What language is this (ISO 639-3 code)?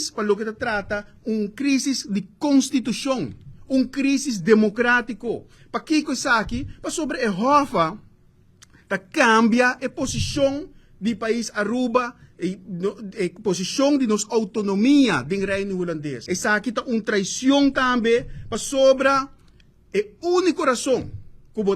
pap